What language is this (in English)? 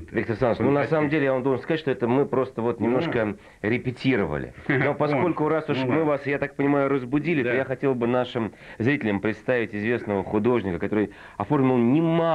Russian